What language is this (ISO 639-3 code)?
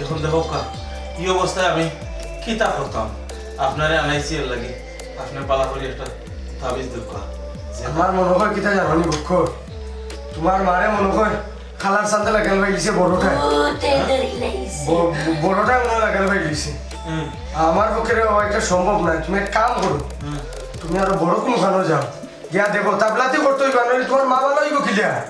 syl